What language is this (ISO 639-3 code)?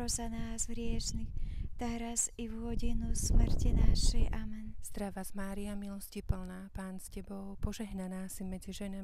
slk